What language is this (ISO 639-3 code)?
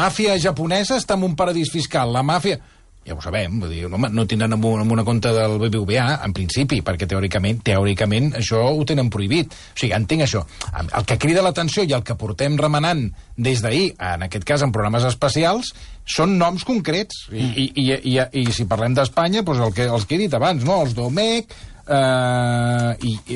cat